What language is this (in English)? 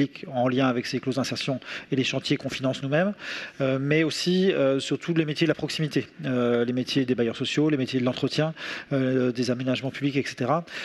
French